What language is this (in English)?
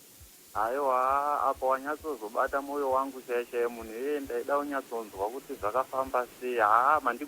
Shona